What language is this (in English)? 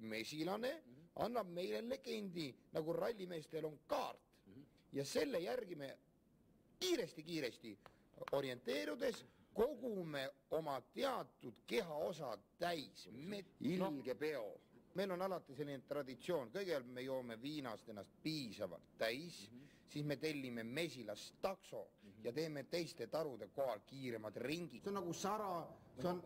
Estonian